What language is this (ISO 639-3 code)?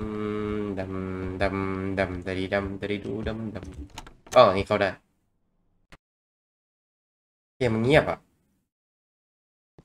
tha